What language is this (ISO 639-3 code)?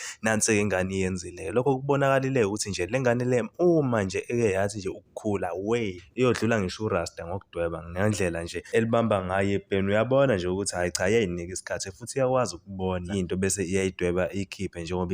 zul